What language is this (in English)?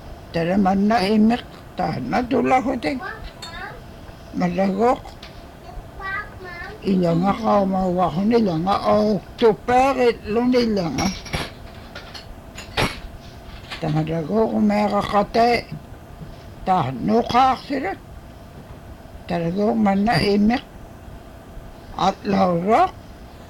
Inupiaq